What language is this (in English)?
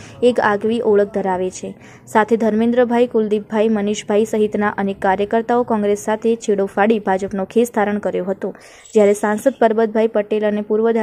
Gujarati